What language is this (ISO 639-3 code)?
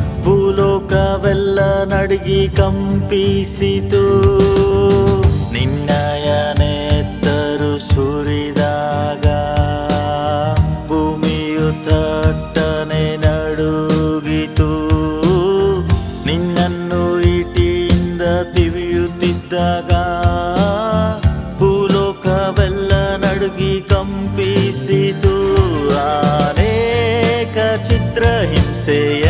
kan